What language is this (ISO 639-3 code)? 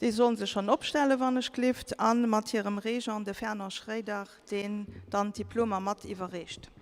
ltz